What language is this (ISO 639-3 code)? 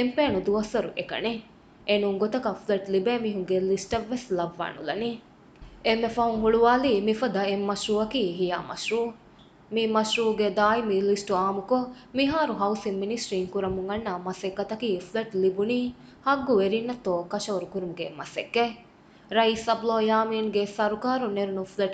div